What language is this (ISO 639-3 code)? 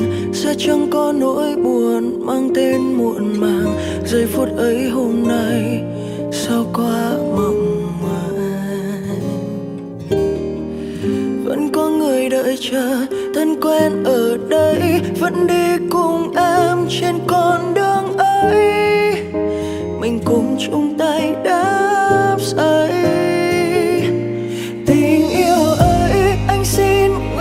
vie